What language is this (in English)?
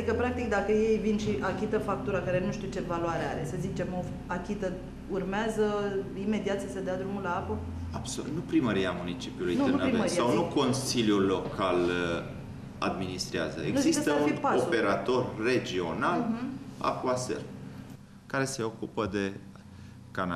Romanian